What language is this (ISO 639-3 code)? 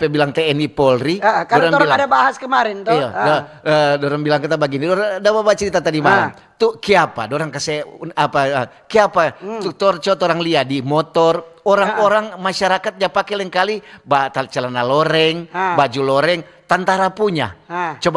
xmm